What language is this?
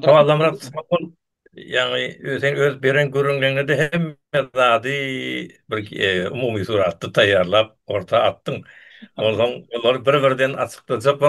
Turkmen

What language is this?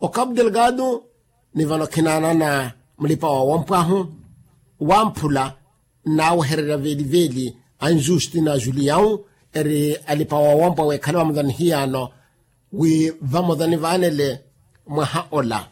Makhuwa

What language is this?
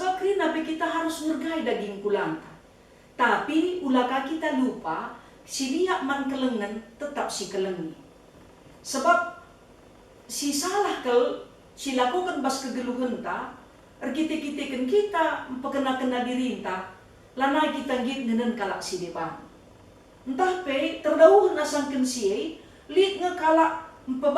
Batak Karo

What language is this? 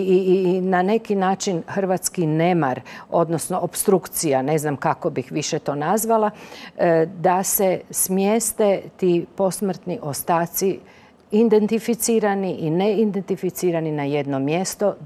Croatian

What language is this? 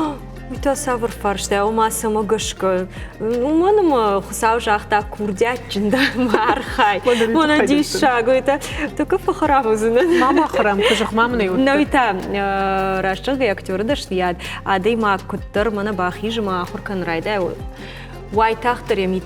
Ossetic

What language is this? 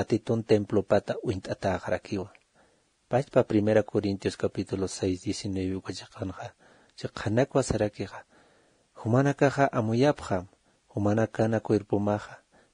Aymara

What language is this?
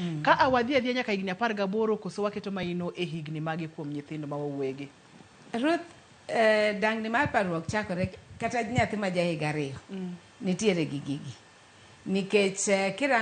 Luo (Kenya and Tanzania)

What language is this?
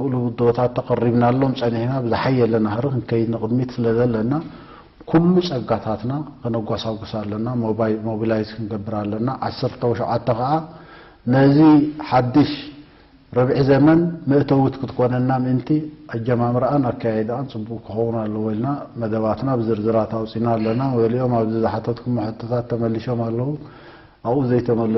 Tigrinya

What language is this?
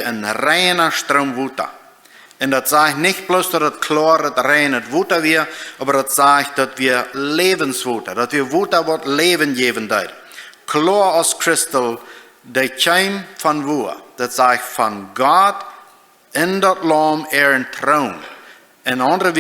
Plautdietsch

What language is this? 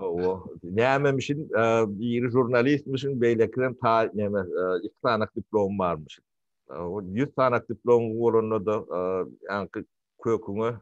Turkmen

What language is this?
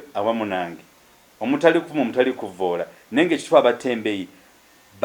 Ganda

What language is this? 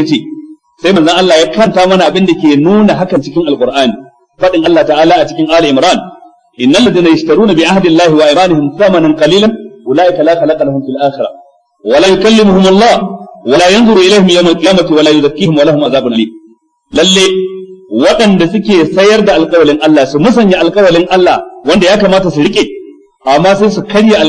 Hausa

